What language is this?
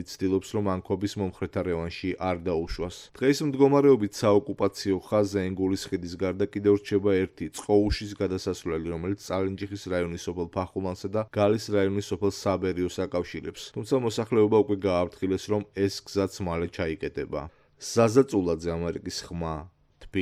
Georgian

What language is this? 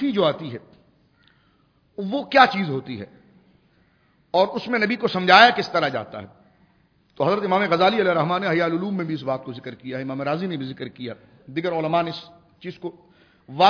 Urdu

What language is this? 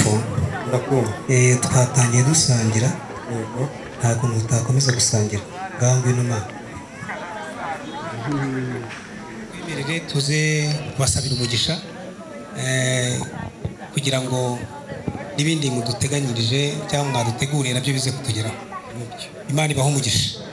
Kinyarwanda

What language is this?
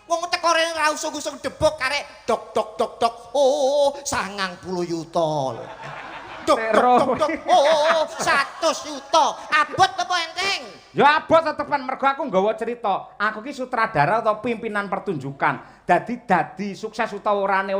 Javanese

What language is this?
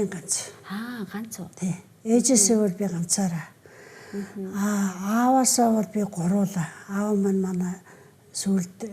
Mongolian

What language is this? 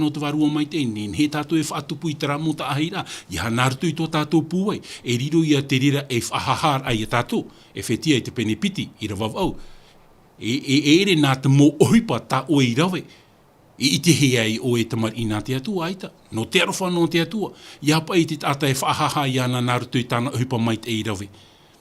Tahitian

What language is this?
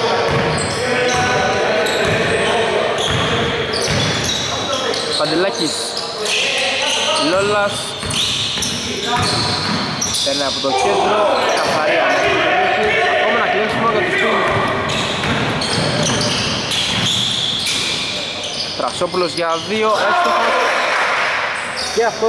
Greek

